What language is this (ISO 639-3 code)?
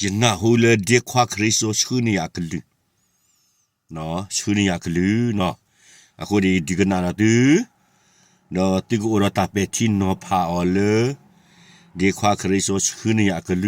ksw